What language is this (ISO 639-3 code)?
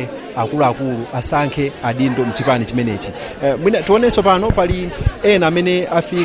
nya